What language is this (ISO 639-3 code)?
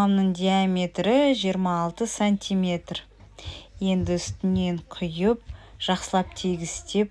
kaz